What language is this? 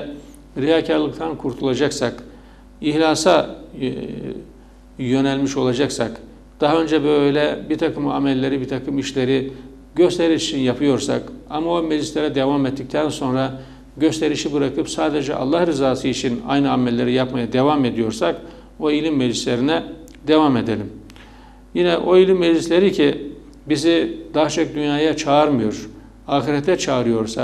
Turkish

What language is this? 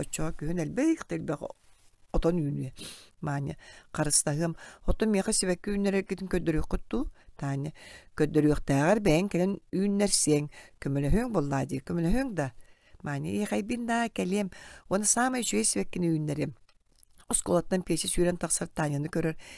Yakut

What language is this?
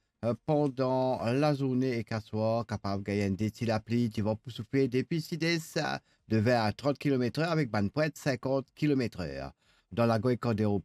Morisyen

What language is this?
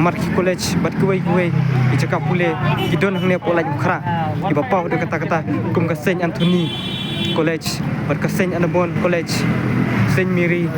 Khasi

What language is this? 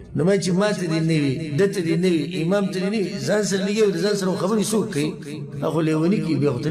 Pashto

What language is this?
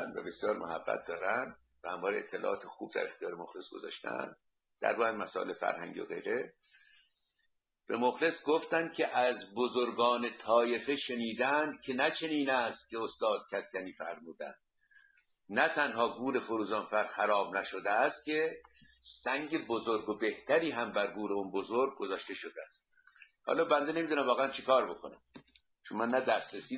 Persian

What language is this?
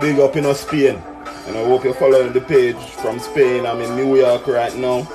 Jamaican Creole English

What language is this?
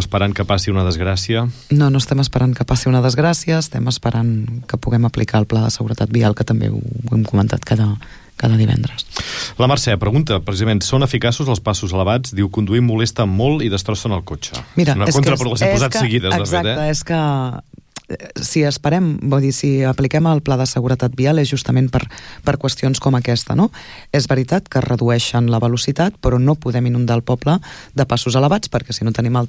Catalan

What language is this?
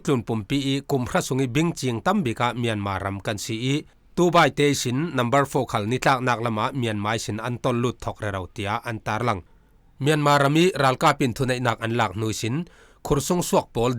Falam Chin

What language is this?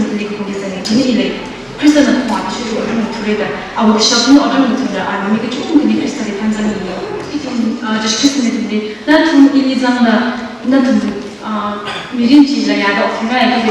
Tangkhul Naga (India)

